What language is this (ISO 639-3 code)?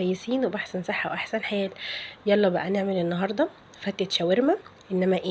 arz